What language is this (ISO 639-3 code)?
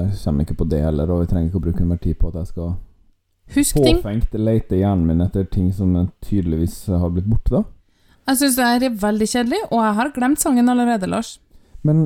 nor